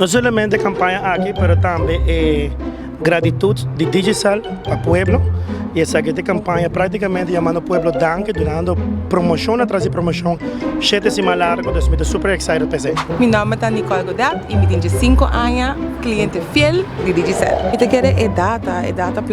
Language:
Papiamento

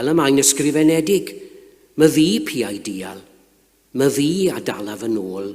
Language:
Welsh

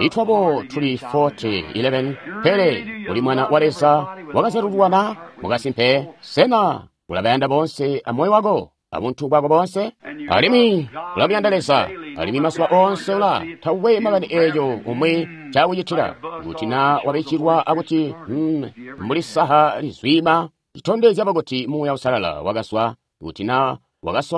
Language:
Tonga (Zambia)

